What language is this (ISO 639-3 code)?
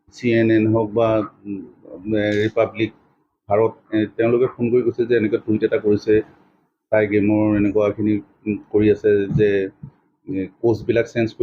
asm